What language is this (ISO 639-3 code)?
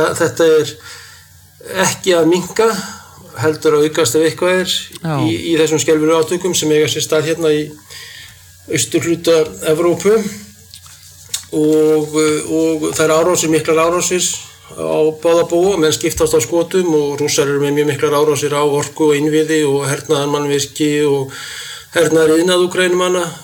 isl